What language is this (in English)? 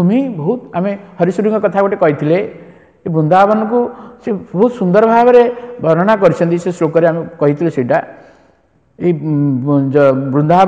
Odia